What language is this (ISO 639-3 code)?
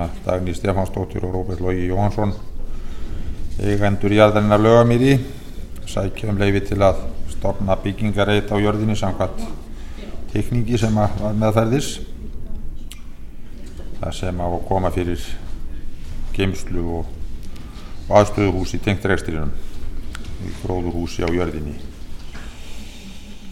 isl